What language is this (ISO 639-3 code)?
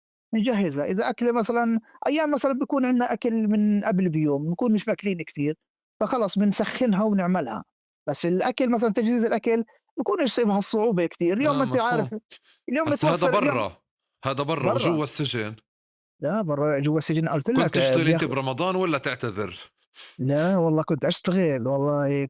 apc